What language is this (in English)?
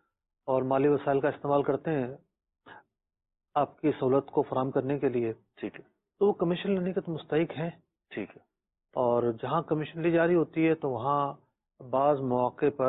Urdu